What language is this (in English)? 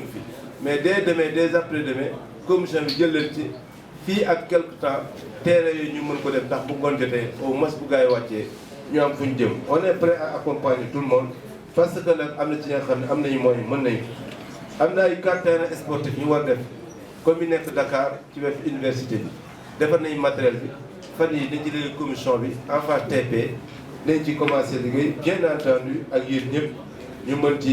Wolof